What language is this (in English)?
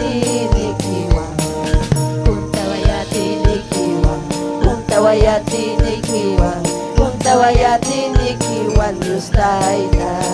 Ayacucho Quechua